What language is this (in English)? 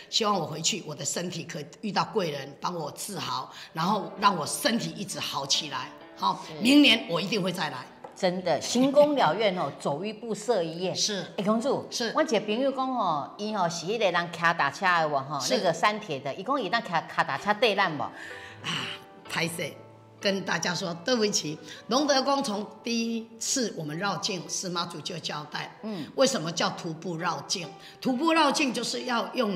Chinese